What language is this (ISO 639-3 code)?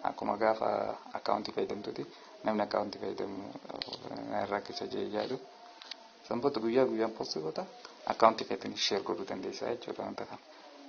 orm